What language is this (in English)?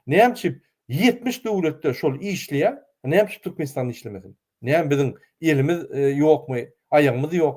Turkmen